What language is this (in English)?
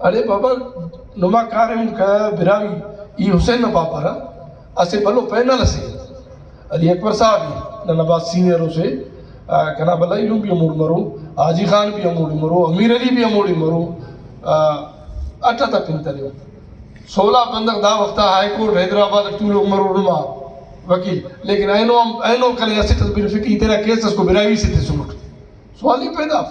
Brahui